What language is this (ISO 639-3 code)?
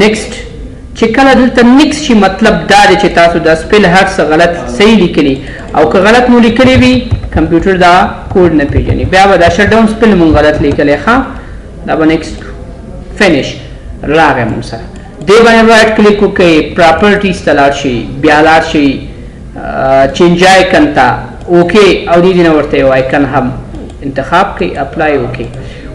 pus